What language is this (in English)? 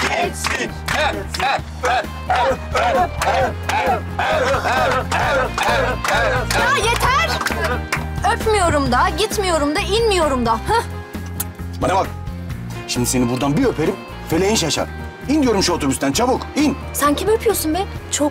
Turkish